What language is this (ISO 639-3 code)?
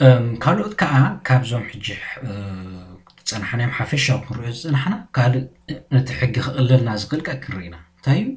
tir